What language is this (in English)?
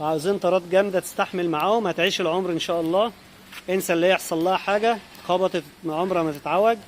Egyptian Arabic